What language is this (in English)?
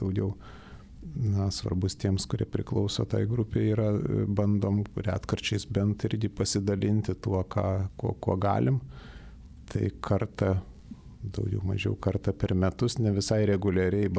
Lithuanian